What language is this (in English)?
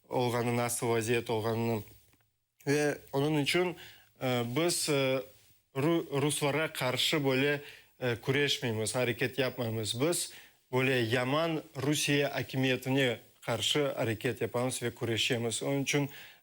Crimean Tatar